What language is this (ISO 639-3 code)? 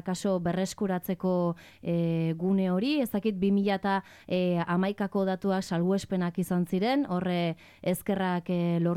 eus